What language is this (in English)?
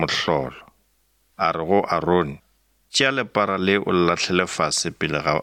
Northern Sotho